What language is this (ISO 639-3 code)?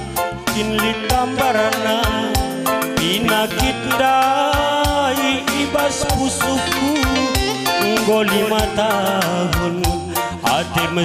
btx